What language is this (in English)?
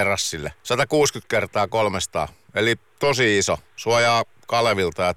Finnish